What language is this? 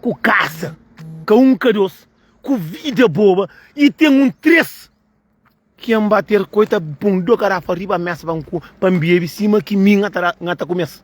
Kabuverdianu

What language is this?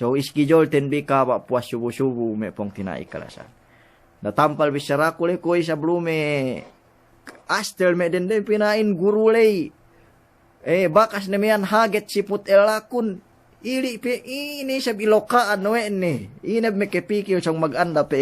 Yakan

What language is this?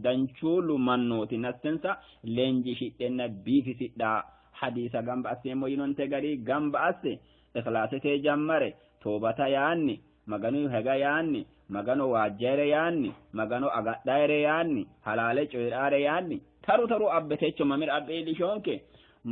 Sidamo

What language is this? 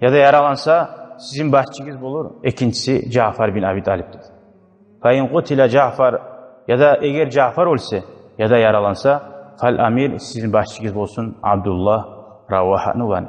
Kumyk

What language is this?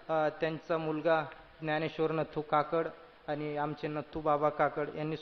Marathi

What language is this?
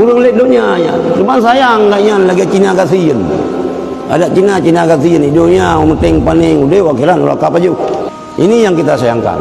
Achinese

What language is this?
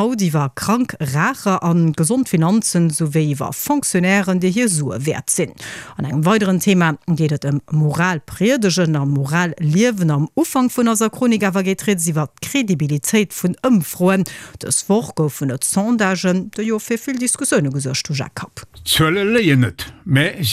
Luxembourgish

